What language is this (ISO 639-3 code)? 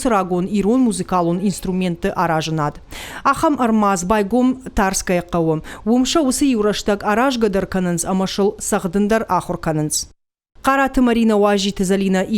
oss